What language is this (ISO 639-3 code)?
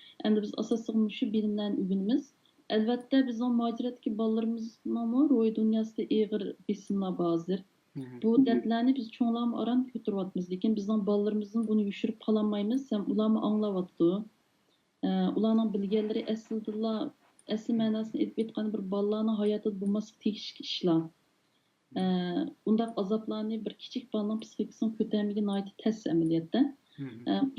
uig